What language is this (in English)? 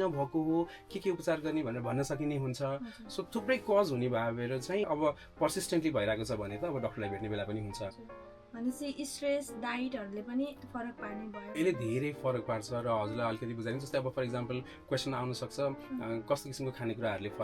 Nepali